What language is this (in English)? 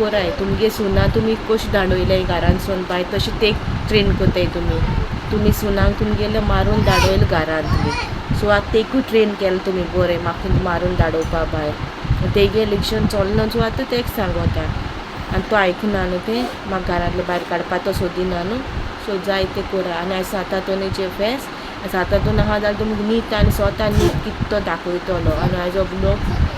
Konkani